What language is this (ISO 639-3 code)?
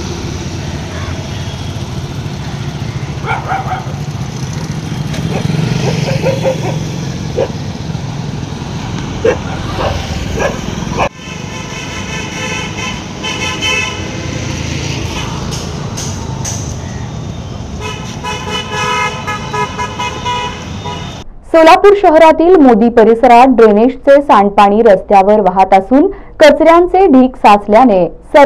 mar